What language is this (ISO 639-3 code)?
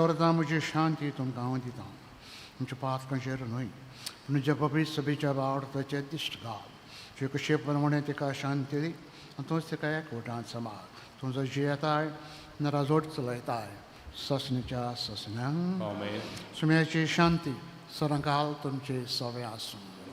kok